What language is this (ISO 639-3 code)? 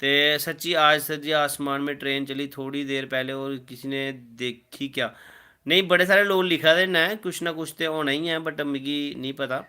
doi